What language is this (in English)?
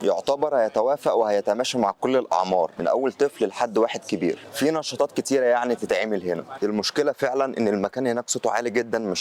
Egyptian Arabic